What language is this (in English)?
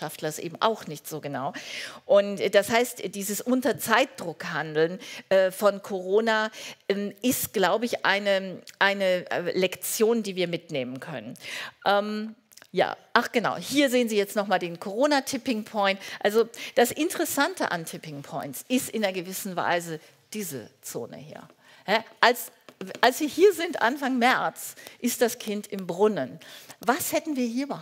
German